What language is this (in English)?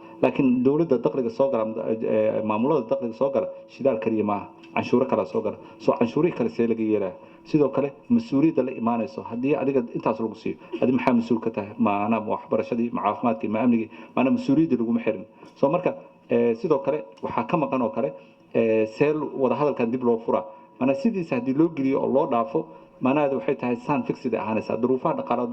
Somali